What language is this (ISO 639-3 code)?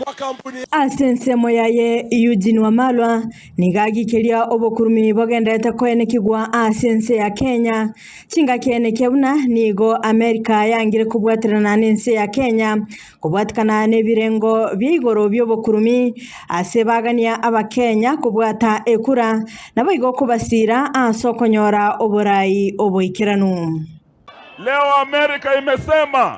guz